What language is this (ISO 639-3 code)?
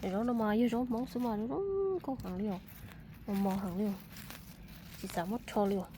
hmn